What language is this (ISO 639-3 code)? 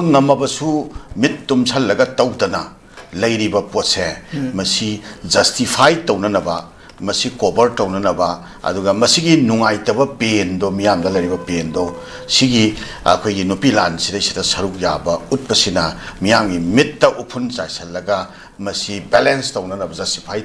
mni